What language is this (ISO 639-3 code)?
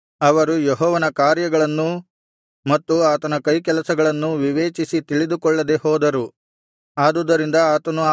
kan